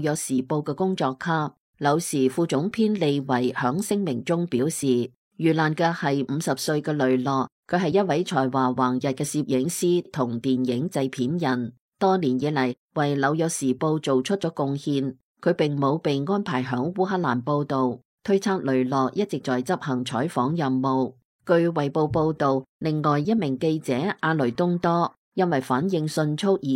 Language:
Cantonese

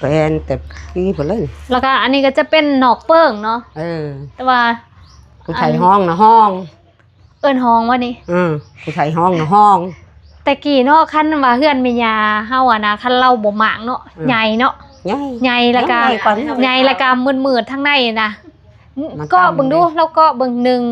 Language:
Lao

